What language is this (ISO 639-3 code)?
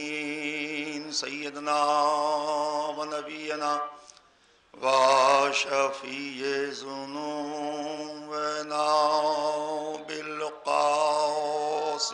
urd